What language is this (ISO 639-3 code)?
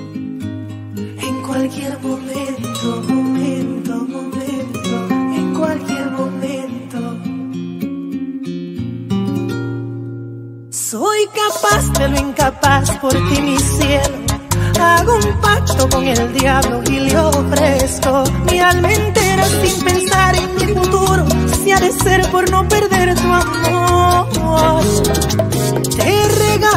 spa